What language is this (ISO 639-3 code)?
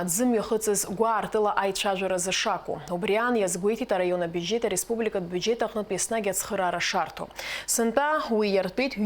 abk